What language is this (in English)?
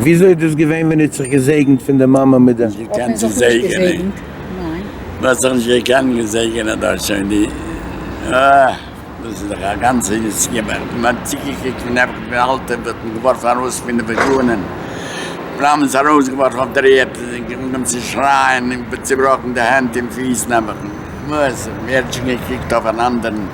Yiddish